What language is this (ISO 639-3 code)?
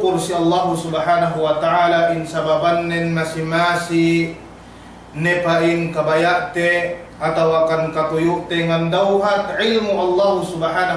yka